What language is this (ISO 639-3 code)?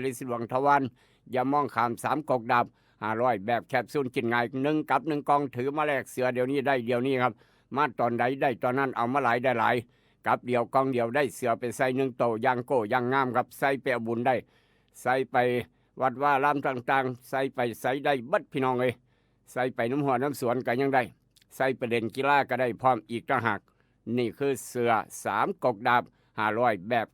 tts